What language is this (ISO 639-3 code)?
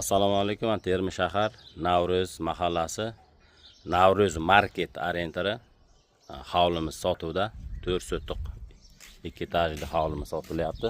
uzb